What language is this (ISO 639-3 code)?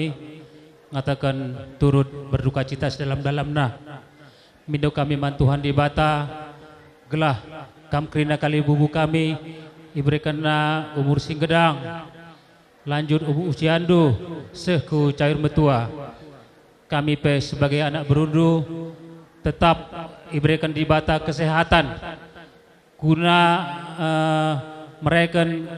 btx